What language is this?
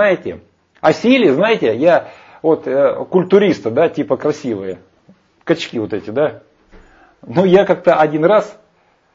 Russian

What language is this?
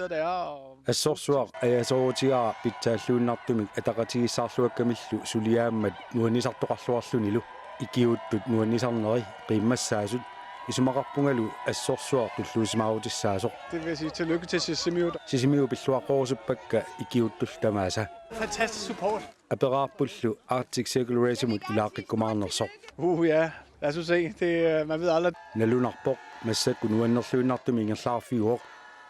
Kalaallisut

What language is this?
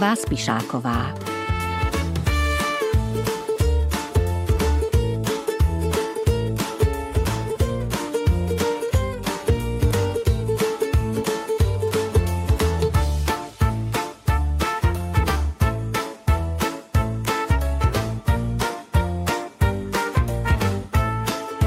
Slovak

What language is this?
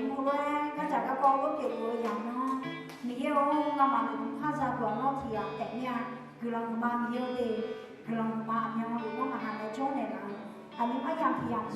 Akha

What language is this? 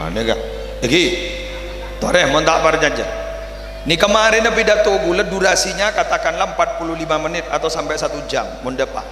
Madurese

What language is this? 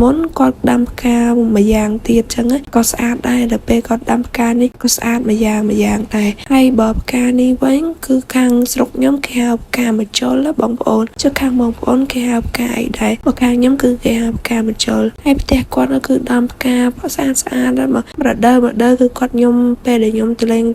Khmer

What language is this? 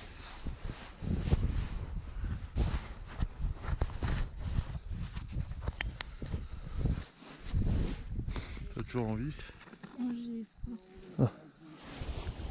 French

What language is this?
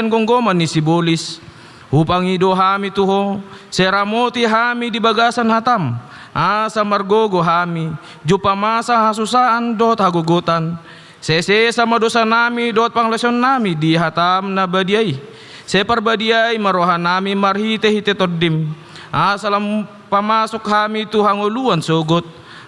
Batak Toba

